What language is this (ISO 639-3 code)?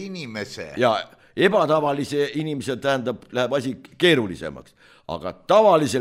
est